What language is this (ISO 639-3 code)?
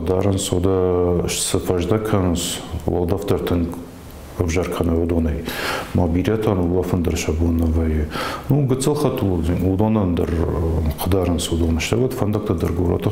oss